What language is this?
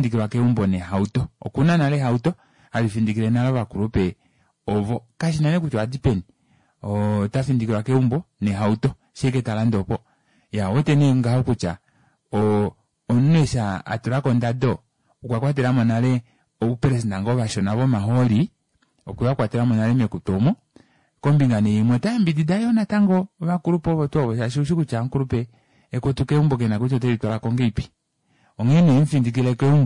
Kuanyama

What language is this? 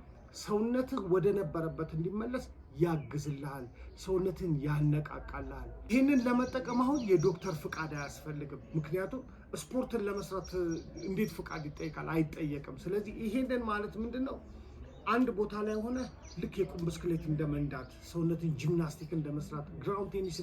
Amharic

